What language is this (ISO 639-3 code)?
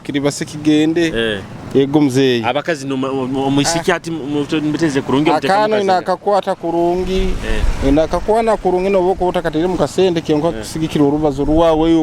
nyo